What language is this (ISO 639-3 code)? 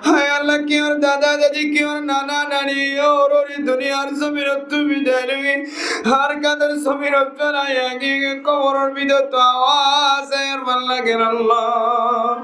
rhg